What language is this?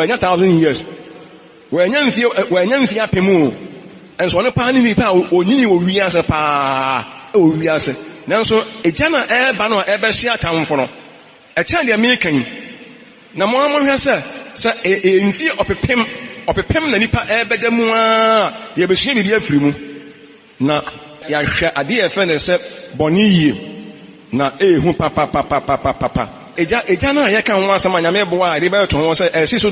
Akan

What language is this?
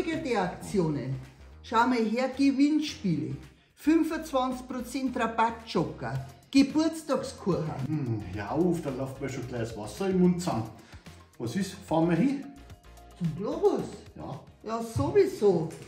Bavarian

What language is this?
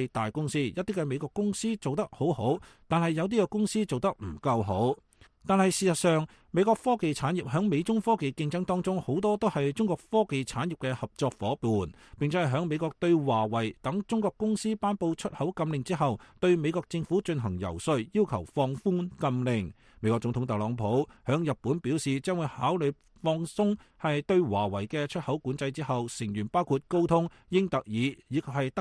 Cantonese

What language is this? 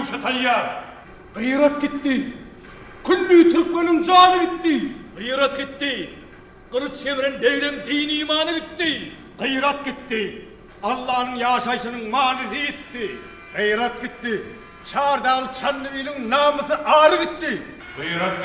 Turkmen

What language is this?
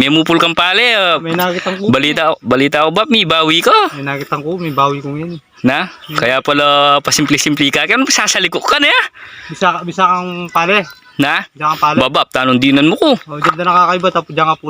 Pampanga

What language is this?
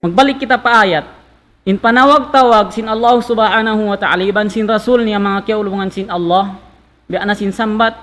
Tausug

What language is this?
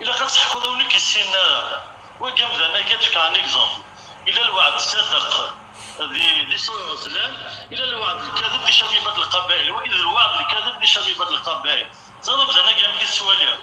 Kabyle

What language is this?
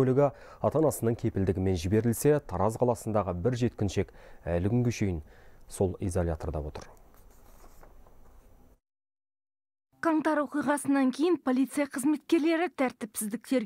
Kazakh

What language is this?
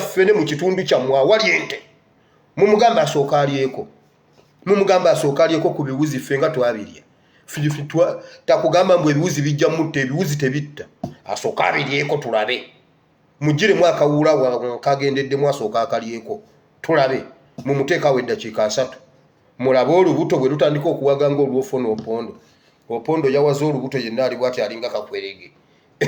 Ganda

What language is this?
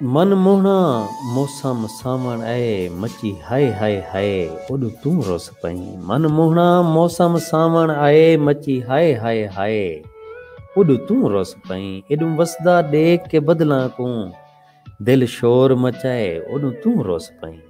Saraiki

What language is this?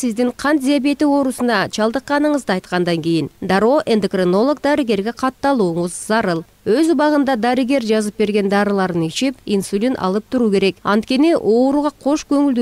Kyrgyz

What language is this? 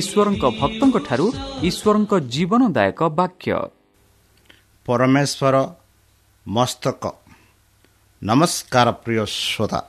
Odia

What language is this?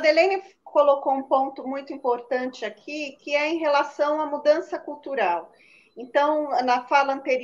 Portuguese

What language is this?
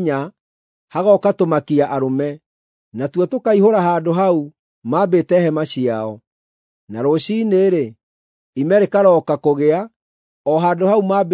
Kikuyu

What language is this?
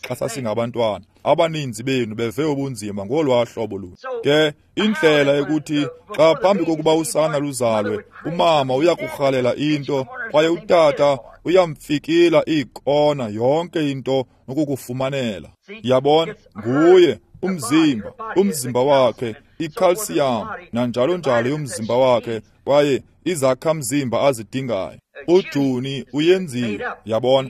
Xhosa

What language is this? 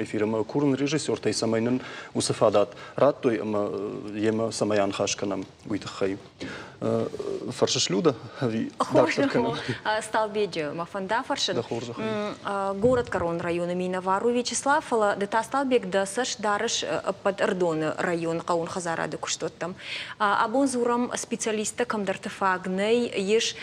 Ossetic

